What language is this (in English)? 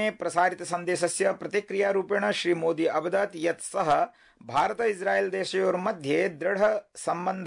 Sanskrit